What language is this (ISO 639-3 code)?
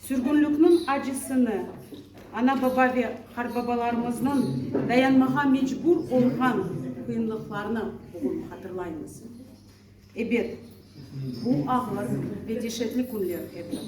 crh